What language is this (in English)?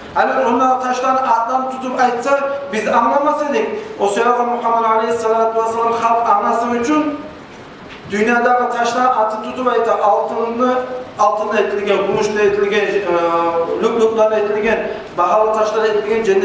Kumyk